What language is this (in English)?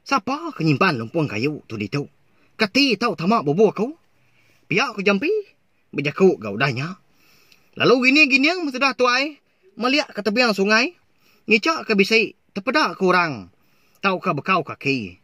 Iban